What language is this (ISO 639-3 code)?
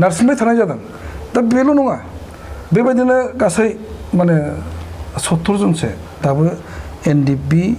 brx